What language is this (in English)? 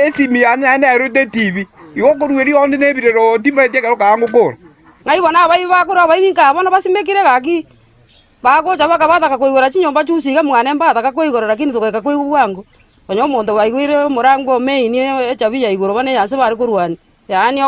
Gusii